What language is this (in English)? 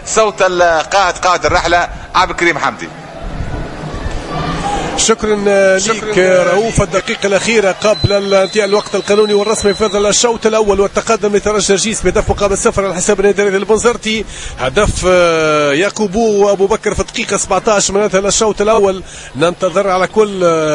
Tunisian Arabic